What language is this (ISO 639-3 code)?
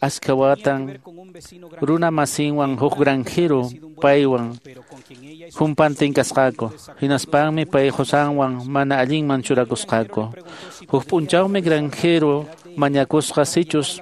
que